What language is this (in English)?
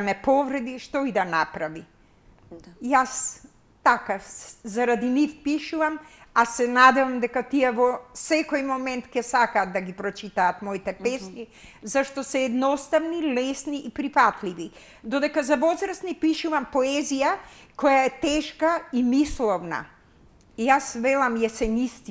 Macedonian